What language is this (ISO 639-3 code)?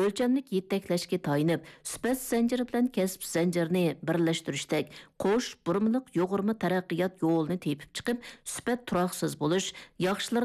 uig